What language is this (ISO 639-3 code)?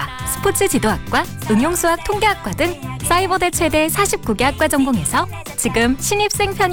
kor